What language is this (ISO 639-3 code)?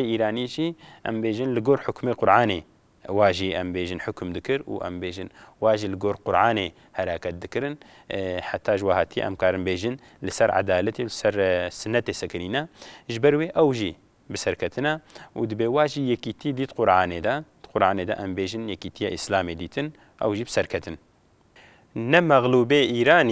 kur